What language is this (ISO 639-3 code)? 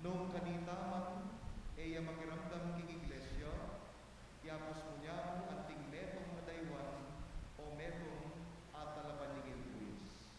pam